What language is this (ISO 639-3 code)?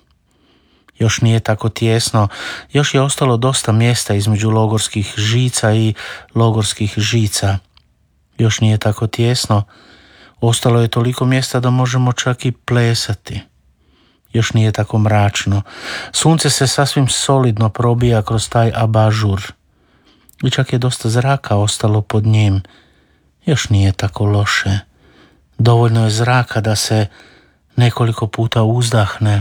hrv